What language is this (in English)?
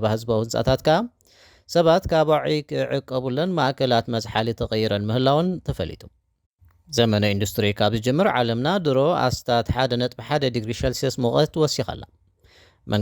Tigrinya